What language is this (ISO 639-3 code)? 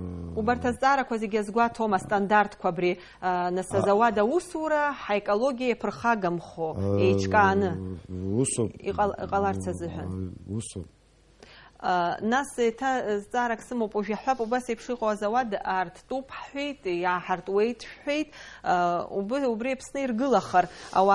abk